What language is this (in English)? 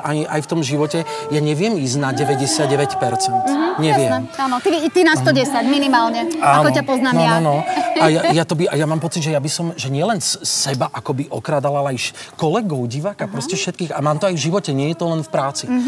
Slovak